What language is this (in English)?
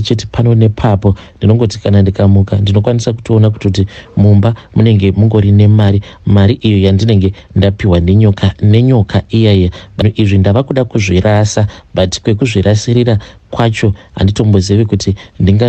Shona